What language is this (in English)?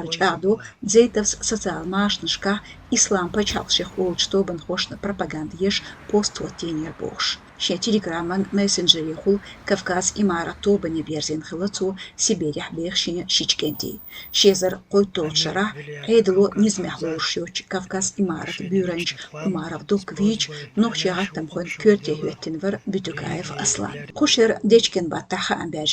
Chechen